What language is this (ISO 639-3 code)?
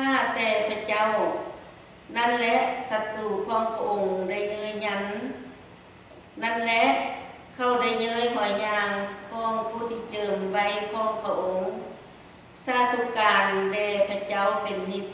lao